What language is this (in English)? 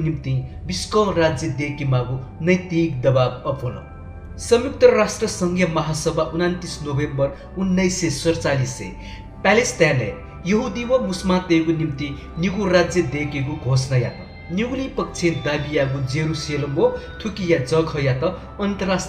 Newari